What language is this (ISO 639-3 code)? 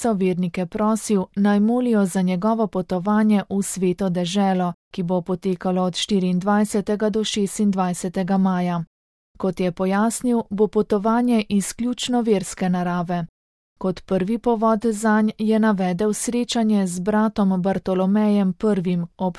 slv